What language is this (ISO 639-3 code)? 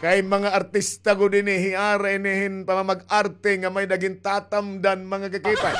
war